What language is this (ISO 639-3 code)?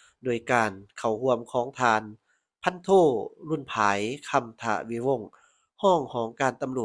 lao